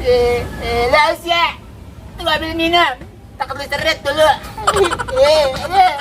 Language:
Betawi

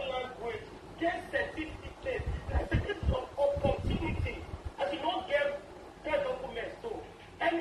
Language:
Nigerian Pidgin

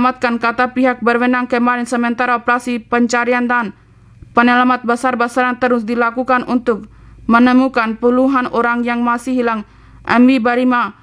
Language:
Indonesian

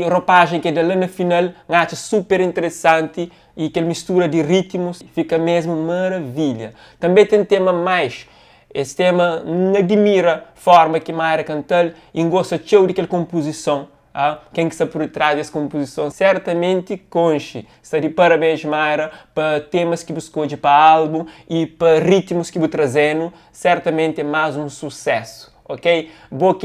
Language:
Kabuverdianu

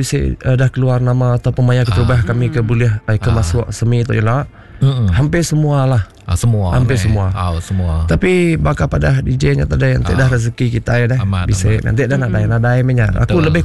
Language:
Iban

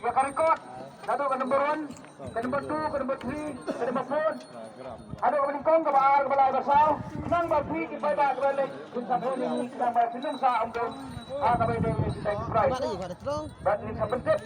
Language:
Khasi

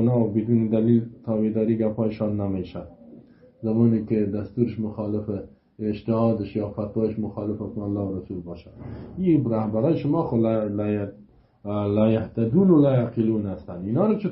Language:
Persian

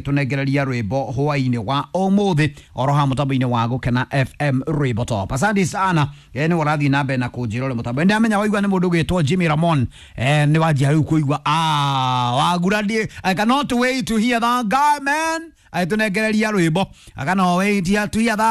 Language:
Kikuyu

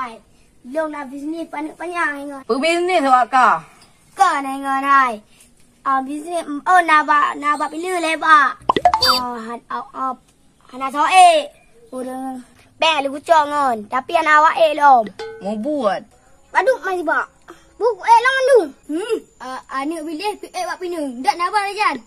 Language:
Achinese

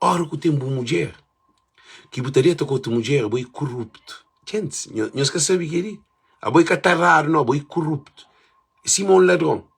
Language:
Kabuverdianu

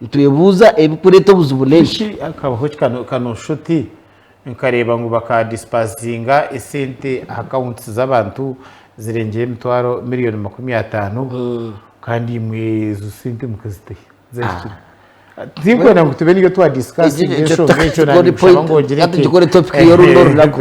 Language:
Nyankole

